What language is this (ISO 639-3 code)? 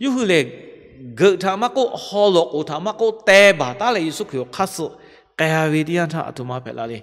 lhu